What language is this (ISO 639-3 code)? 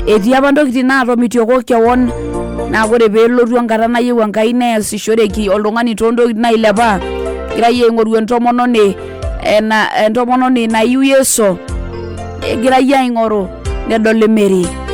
mas